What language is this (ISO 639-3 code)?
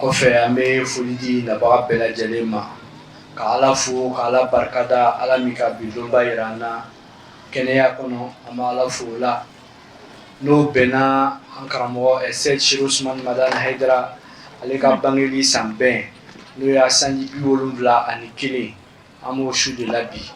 bam